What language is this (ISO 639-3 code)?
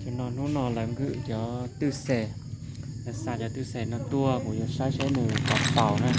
hmn